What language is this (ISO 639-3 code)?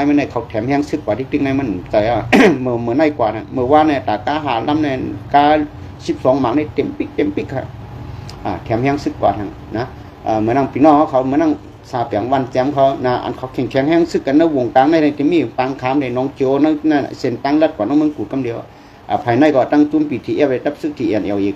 shn